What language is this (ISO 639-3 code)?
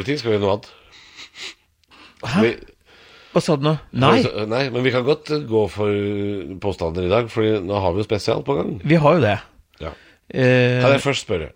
nor